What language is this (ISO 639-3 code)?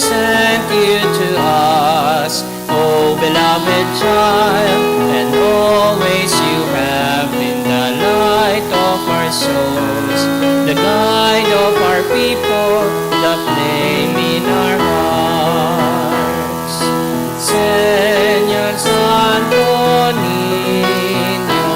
bik